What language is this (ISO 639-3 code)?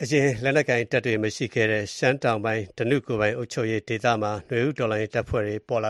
mya